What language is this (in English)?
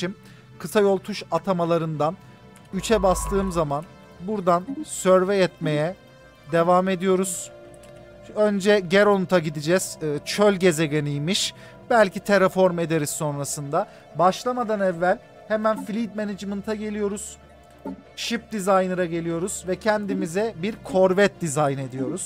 Turkish